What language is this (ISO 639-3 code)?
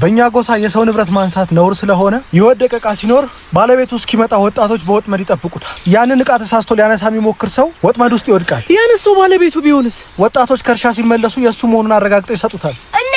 amh